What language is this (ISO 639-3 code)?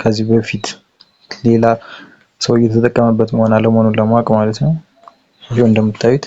amh